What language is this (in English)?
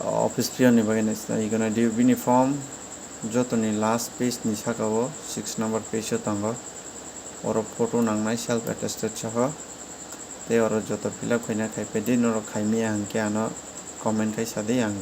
Kok Borok